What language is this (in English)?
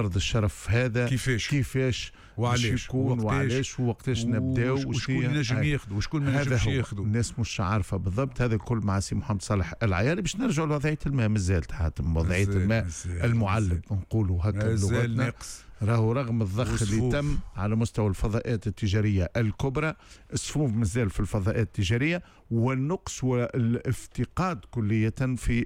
Tunisian Arabic